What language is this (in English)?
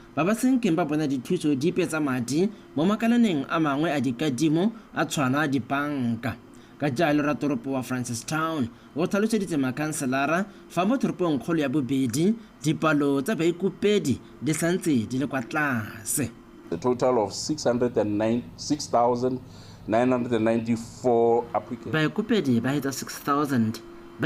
Tswana